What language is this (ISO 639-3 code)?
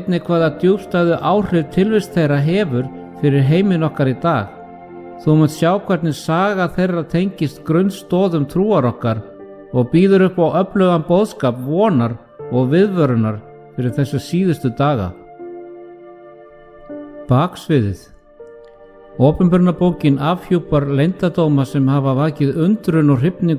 isl